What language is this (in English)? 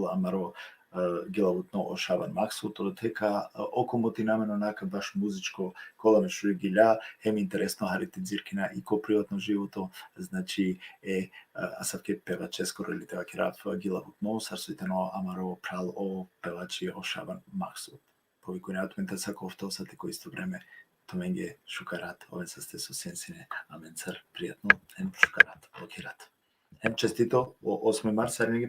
Balkan Romani